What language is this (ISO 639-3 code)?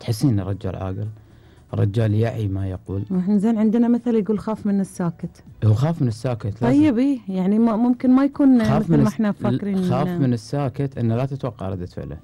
afb